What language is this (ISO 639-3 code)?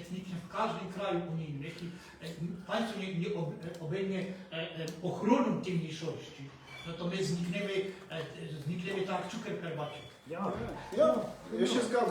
szl